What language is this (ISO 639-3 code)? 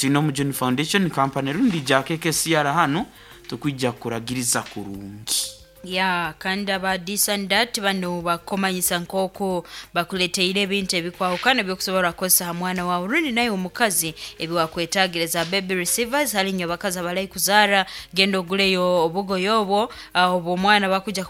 nyo